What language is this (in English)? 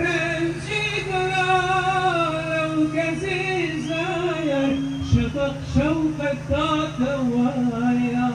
Kurdish